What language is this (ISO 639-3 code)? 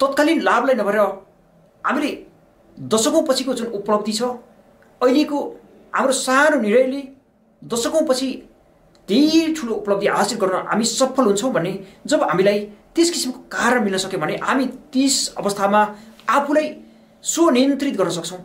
nep